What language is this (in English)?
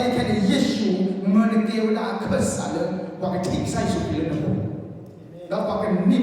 S'gaw Karen